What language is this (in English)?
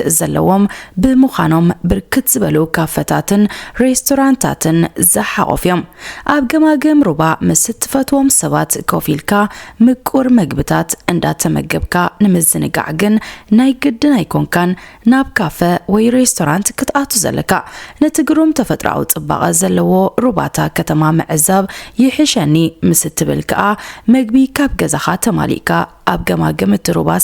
Tigrinya